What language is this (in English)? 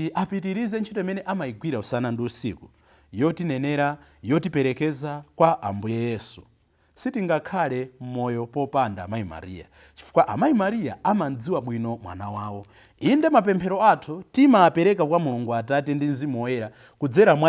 Nyanja